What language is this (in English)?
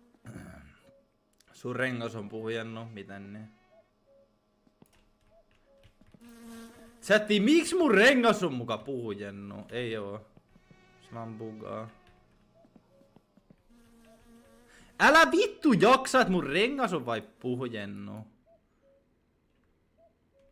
Finnish